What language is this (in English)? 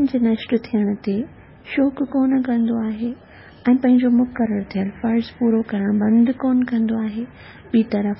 Sindhi